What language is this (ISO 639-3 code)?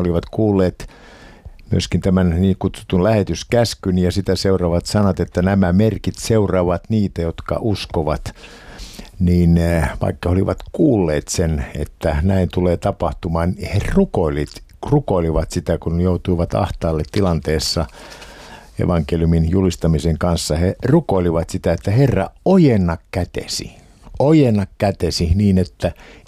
fin